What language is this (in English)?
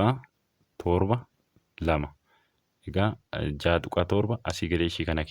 Oromo